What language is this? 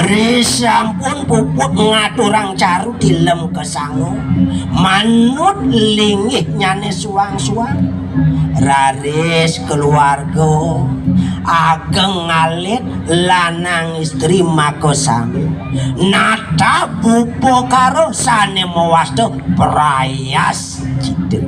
Balinese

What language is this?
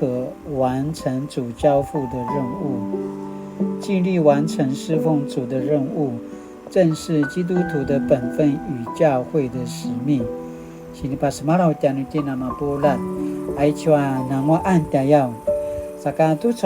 Paiwan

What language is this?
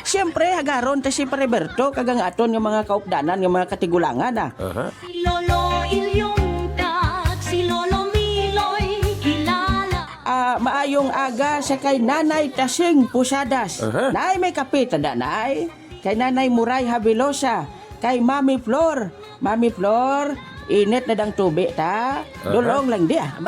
Hiligaynon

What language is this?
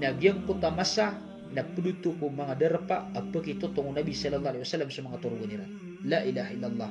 Maranao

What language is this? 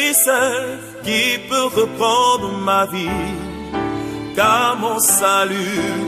French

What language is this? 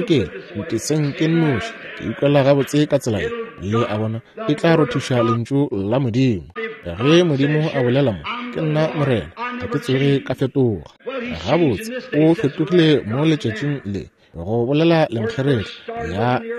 Northern Sotho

